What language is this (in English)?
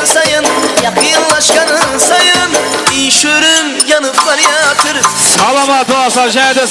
Kara-Kalpak